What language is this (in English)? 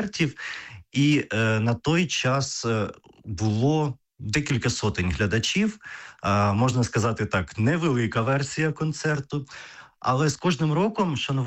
Ukrainian